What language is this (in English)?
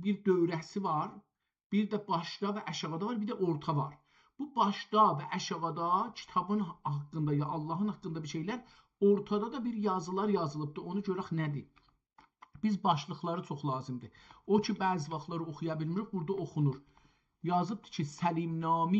South Azerbaijani